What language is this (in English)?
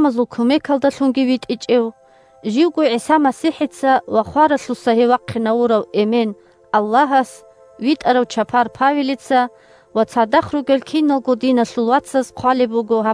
Avaric